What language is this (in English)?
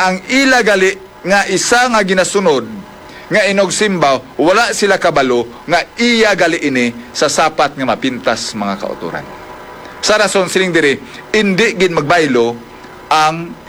Hiligaynon